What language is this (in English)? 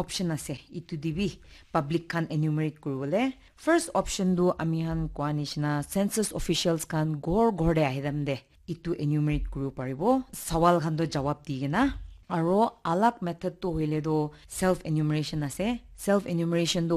Naga Pidgin